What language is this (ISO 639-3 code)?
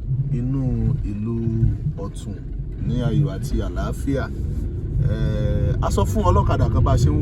yor